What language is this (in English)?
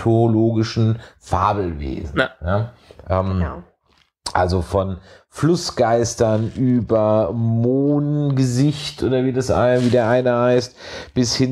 German